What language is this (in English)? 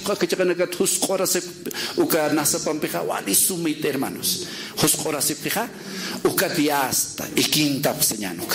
Aymara